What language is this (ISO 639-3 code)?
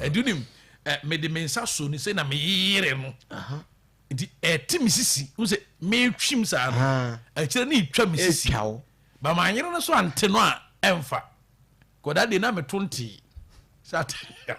aka